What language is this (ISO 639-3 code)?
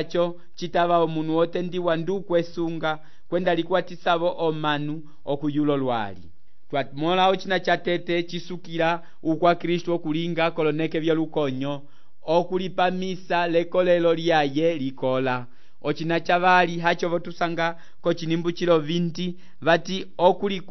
umb